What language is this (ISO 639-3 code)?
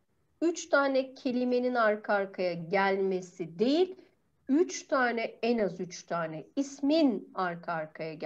tur